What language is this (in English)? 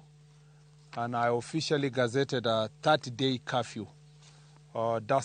Luo (Kenya and Tanzania)